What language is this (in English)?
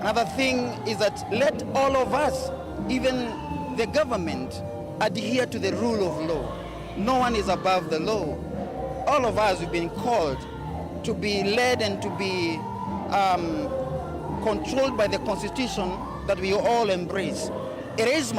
Kamba